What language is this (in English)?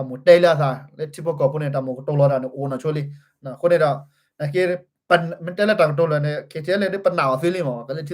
S'gaw Karen